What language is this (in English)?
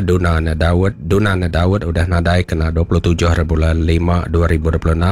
Iban